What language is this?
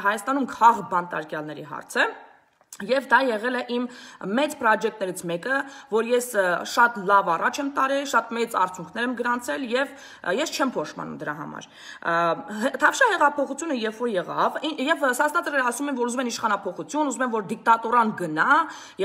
Armenian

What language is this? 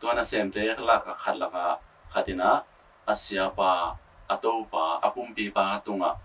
Tedim Chin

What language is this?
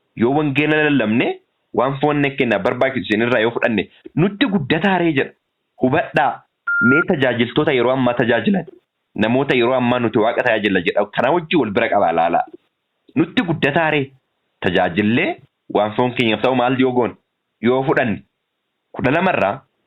Oromo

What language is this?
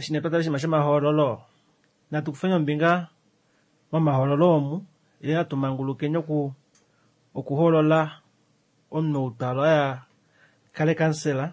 Kuanyama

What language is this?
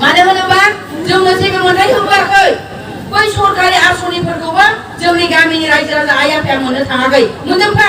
Bodo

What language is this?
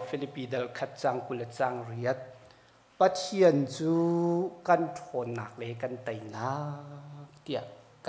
Hakha Chin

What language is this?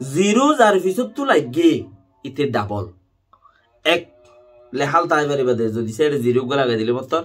Rohingya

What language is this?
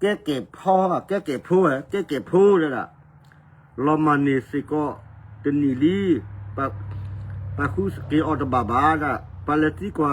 S'gaw Karen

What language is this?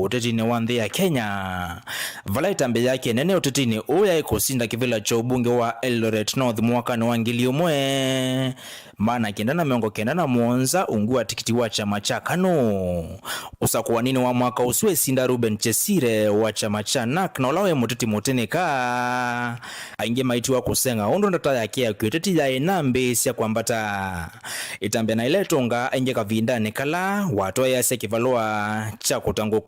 Kamba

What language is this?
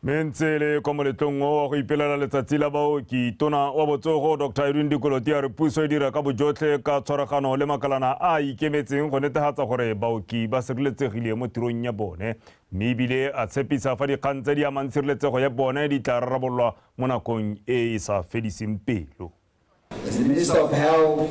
Tswana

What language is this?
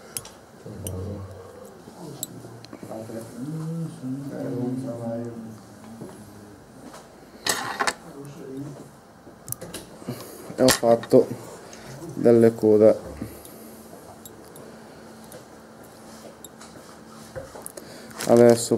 Italian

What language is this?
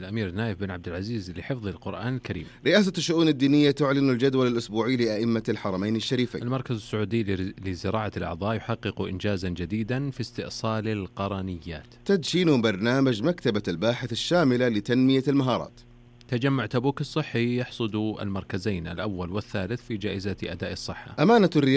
Arabic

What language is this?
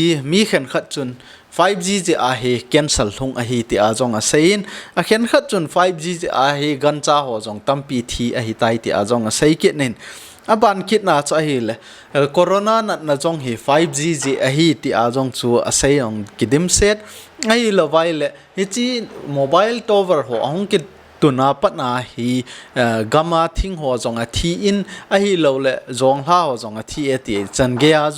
Thado Chin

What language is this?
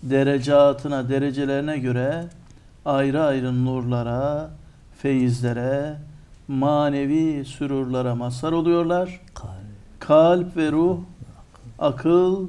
Turkish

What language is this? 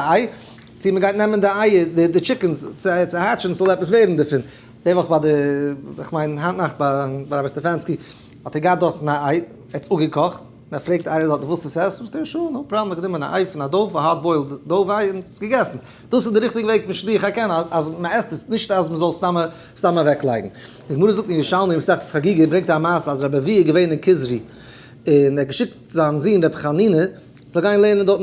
Yiddish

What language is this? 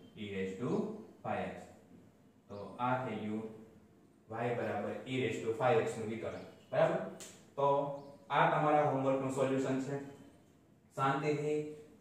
Gujarati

